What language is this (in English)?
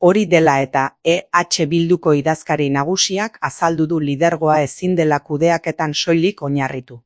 Basque